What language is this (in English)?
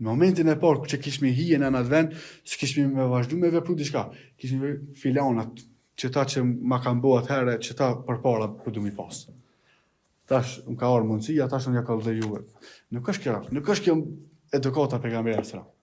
Albanian